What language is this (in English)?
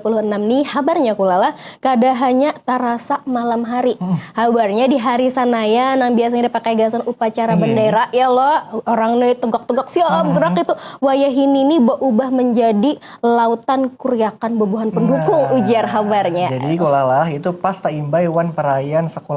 Banjar